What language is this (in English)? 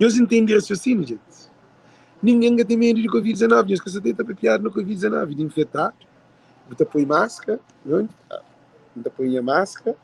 Kabuverdianu